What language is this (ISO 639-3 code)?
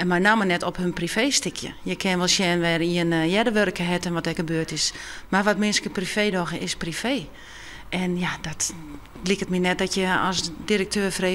fry